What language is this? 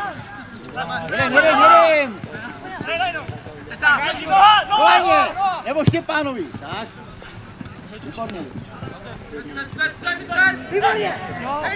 Czech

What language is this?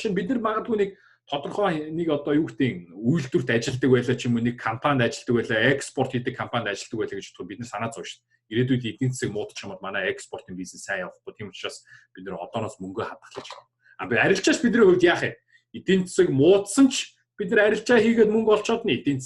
Mongolian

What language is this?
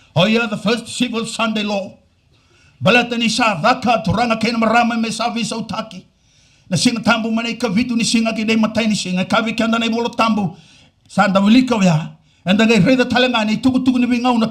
Fijian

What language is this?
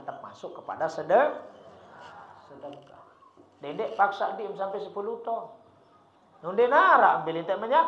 Sasak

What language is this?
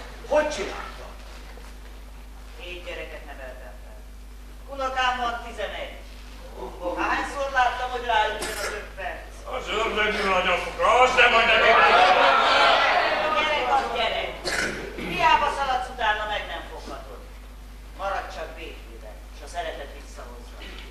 Hungarian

